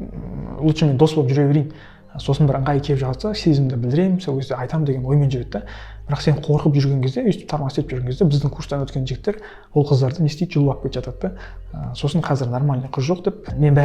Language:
Kazakh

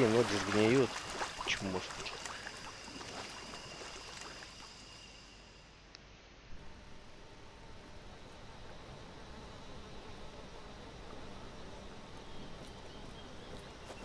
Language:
Russian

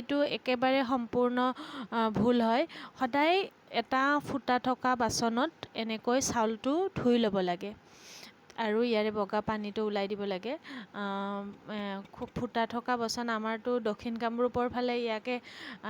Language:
Assamese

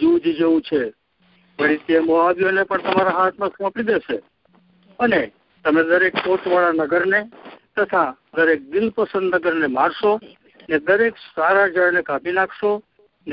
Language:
Gujarati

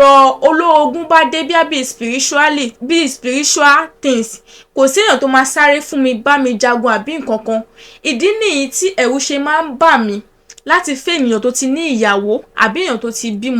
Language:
Yoruba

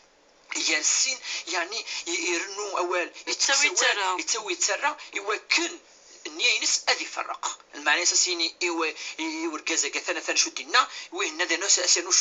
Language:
Kabyle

